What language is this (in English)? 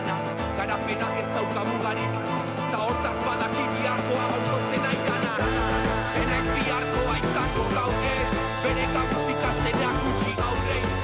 Basque